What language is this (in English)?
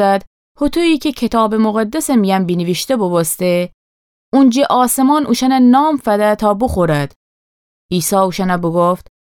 Gilaki